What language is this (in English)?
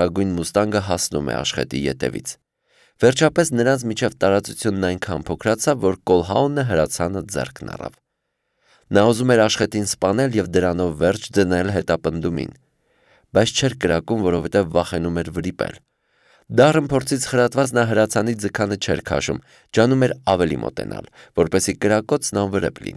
Armenian